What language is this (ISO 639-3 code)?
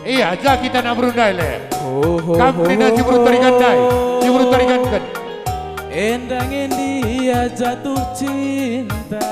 btx